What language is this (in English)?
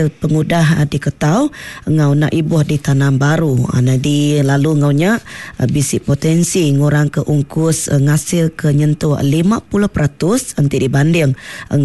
Iban